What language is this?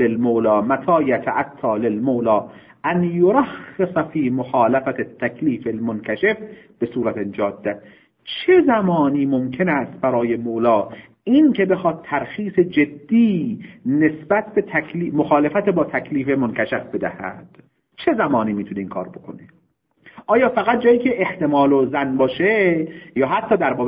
Persian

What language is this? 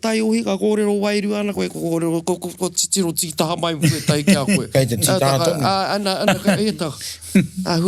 Māori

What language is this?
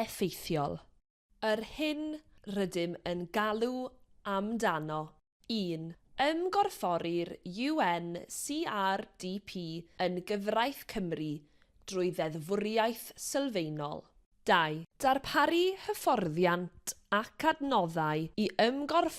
Welsh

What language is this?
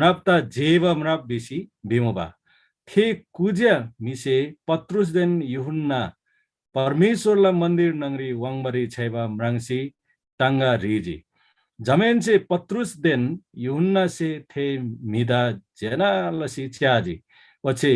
Eastern Tamang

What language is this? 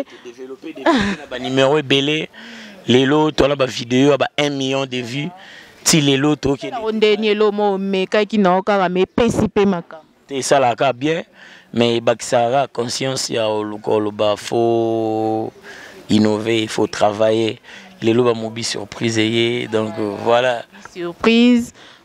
Lingala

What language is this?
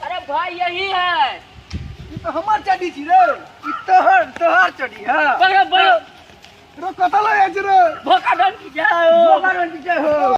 Maithili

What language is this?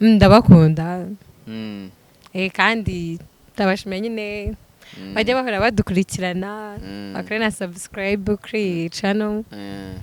Kinyarwanda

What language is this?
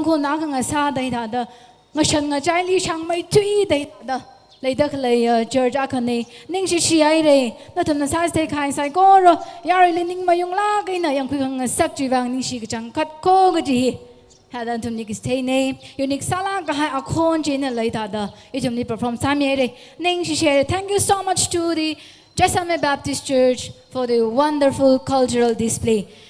Tangkhul Naga (India)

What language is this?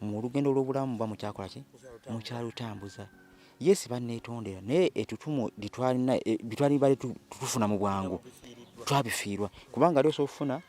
Ganda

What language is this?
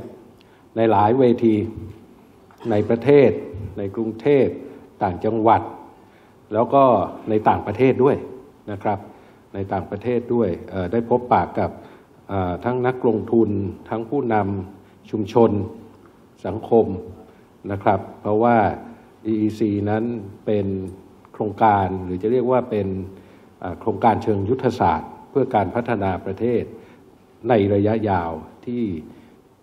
Thai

